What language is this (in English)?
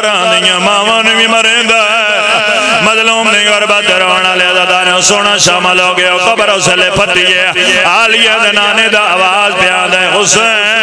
Pahari-Potwari